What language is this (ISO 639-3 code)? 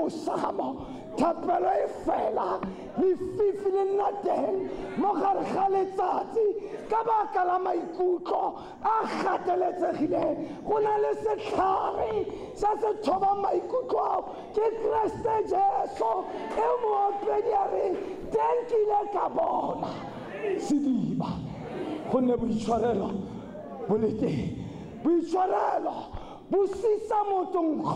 tsn